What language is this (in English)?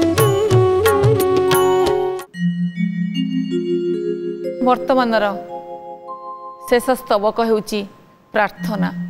Odia